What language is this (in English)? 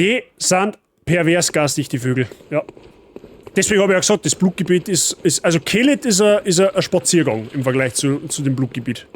Bavarian